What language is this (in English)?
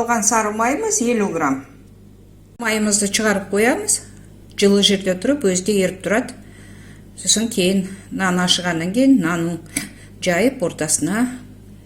Kazakh